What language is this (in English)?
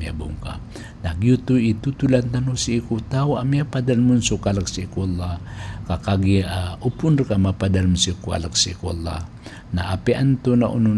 Maranao